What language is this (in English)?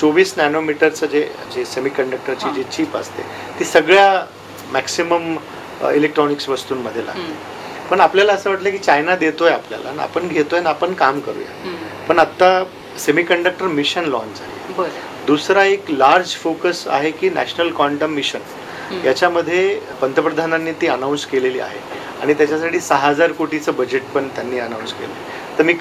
Marathi